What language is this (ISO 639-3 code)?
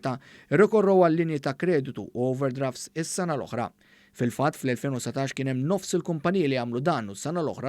mlt